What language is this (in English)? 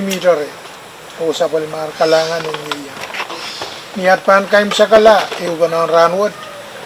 Pohnpeian